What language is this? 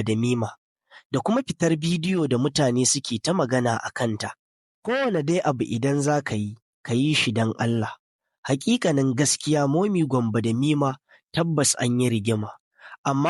Hausa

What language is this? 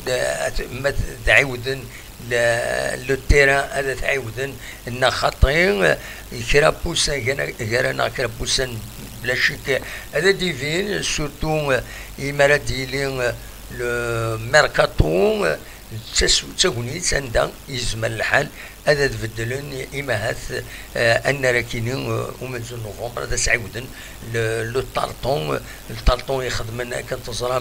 Kabyle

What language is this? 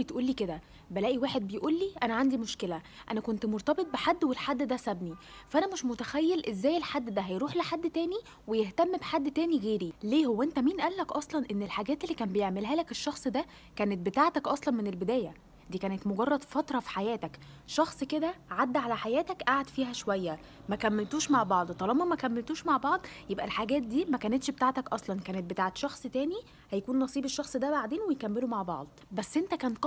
Egyptian Arabic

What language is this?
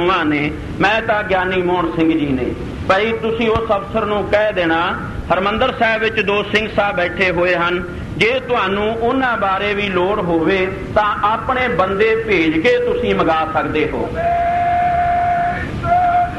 Punjabi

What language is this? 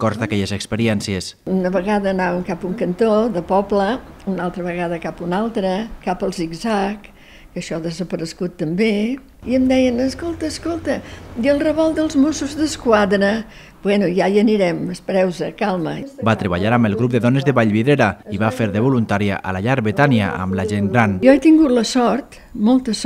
Catalan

